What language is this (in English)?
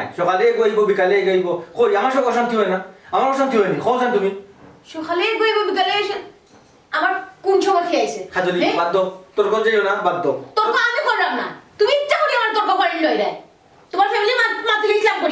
Sylheti